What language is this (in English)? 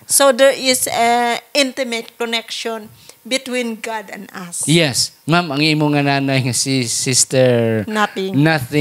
Hiligaynon